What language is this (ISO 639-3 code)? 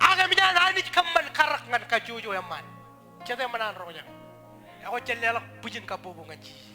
mah